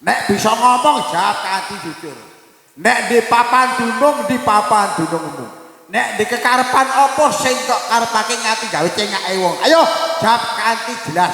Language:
Javanese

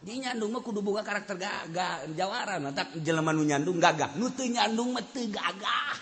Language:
Sundanese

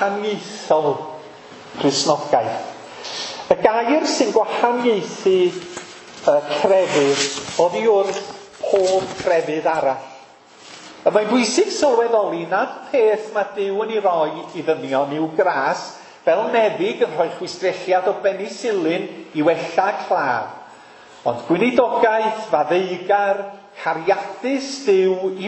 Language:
Welsh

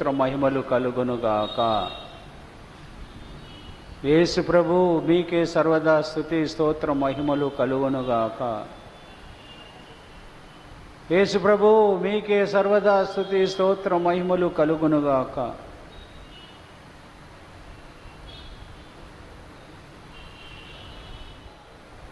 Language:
Telugu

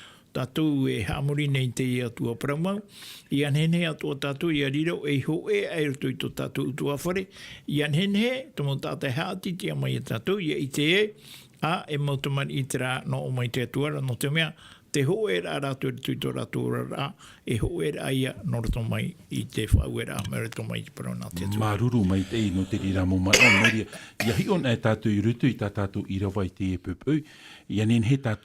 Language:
Tahitian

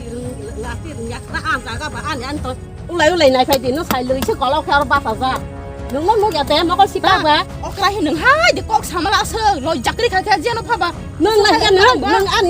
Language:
Kok Borok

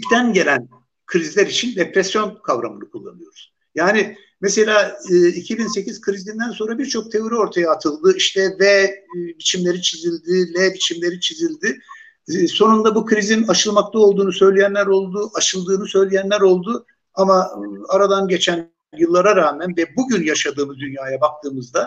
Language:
Turkish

